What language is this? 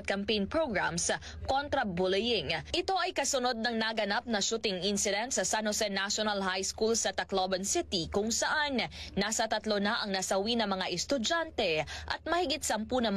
Filipino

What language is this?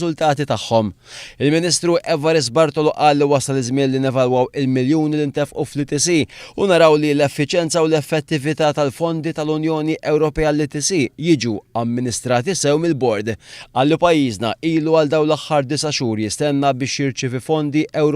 Maltese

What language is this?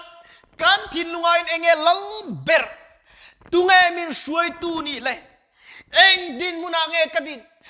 Mizo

